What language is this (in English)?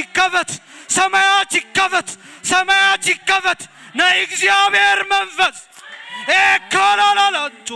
Tigrinya